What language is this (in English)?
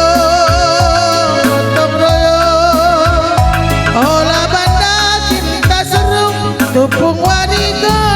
Batak Karo